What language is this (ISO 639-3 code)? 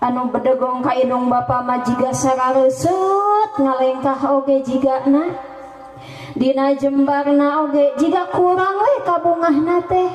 sun